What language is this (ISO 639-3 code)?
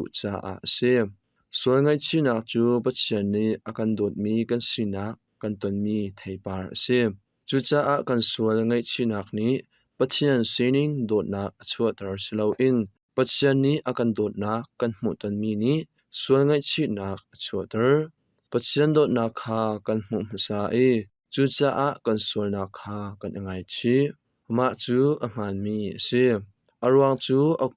cnh